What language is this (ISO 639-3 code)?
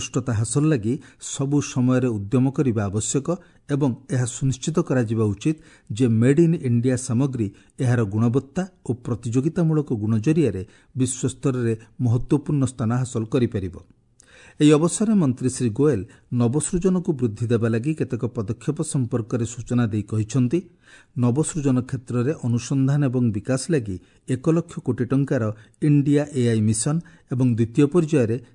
ori